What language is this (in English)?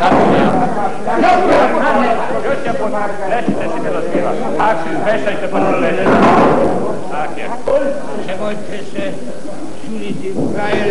Croatian